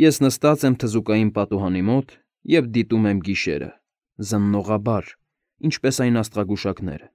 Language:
Armenian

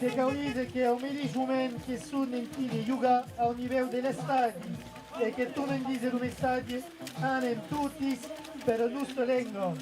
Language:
Occitan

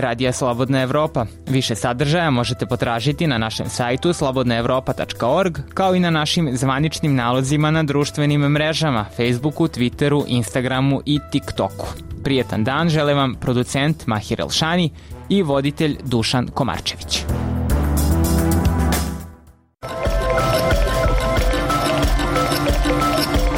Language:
Serbian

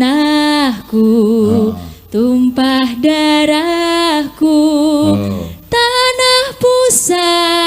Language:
Javanese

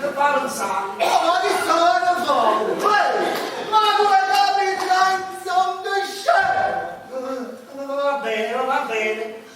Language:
Neapolitan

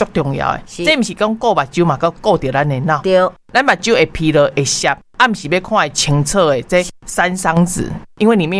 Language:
Min Nan Chinese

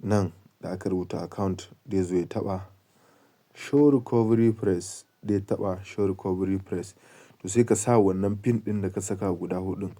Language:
Hausa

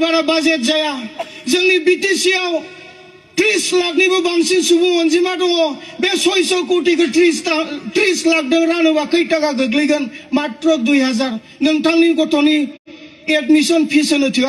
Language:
Bodo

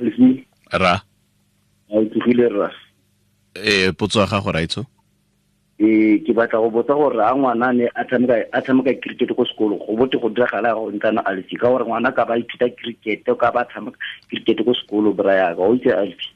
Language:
Tswana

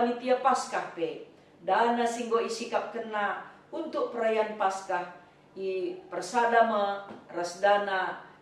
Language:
Batak Karo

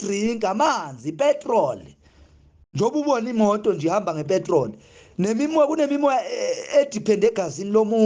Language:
Zulu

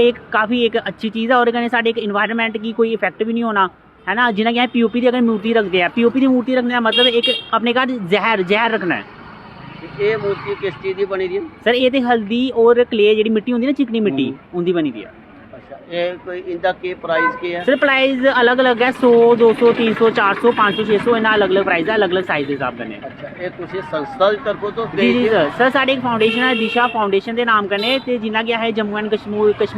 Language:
Dogri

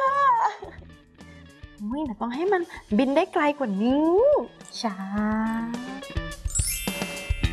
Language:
Thai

